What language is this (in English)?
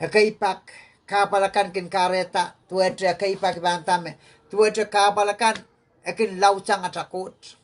Pohnpeian